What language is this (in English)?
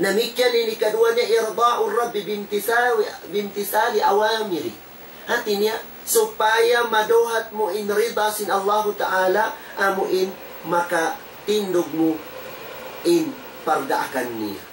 Tausug